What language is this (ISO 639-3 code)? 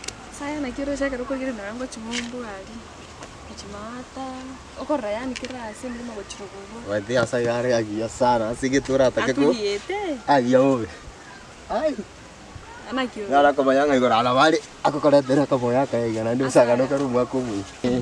guz